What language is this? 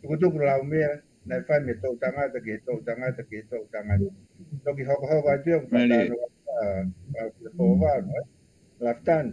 Tongan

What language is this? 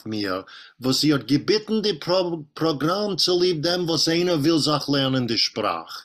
Yiddish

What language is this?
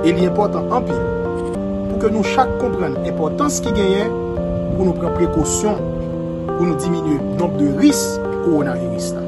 Haitian Creole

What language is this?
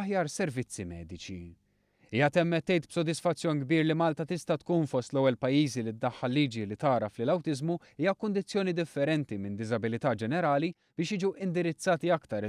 Maltese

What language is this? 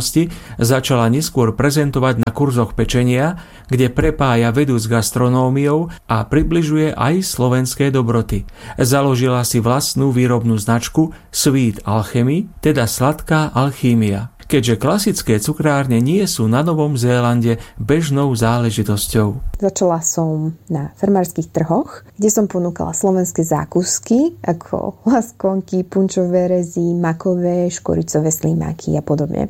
Slovak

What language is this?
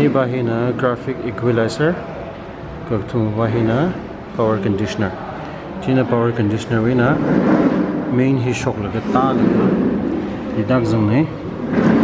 Tangkhul Naga (India)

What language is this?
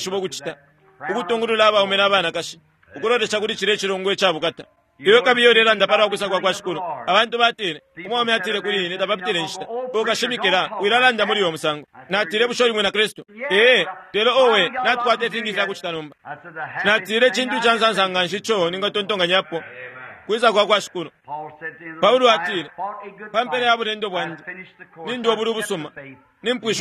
Bemba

